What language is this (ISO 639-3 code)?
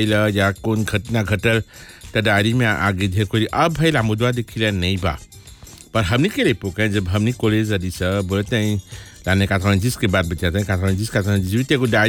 bho